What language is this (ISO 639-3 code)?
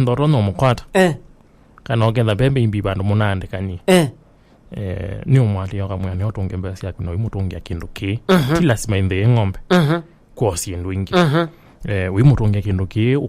kam